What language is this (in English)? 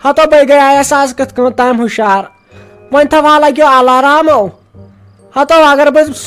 Kashmiri